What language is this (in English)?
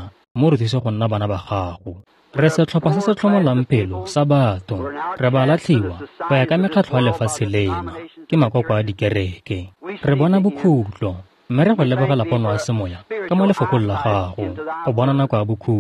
Tswana